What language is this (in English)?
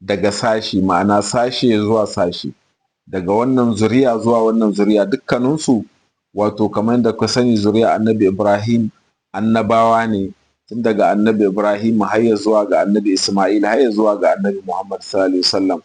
Hausa